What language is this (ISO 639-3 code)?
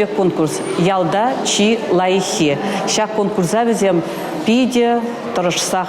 chv